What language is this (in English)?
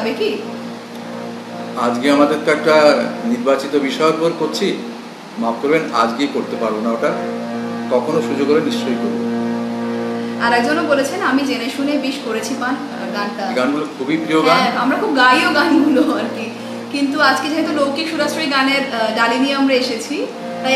Bangla